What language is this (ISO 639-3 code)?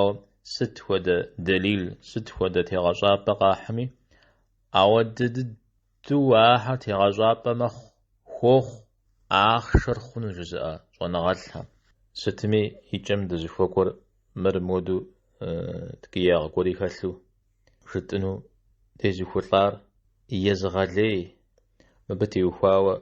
kbd